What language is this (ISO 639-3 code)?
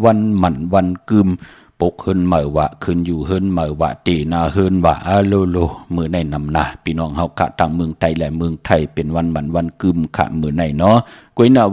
shn